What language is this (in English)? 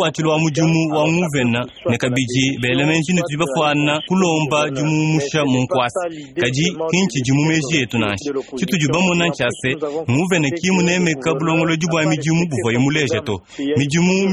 Luba-Lulua